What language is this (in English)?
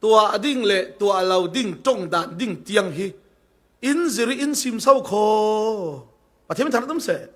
Falam Chin